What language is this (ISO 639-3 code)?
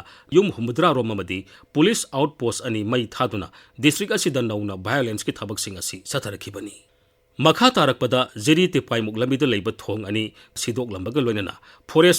mni